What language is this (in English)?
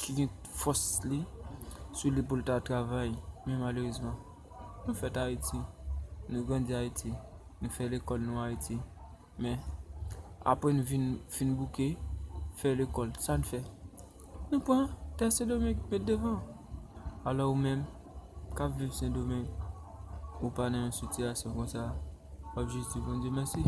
Haitian Creole